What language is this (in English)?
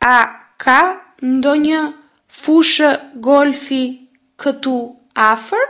Albanian